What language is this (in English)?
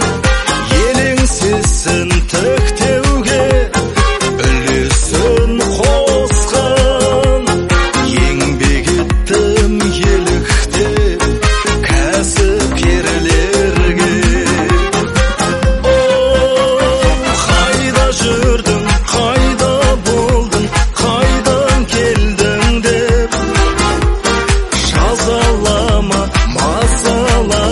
Kazakh